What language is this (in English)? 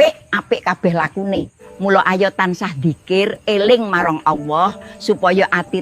Javanese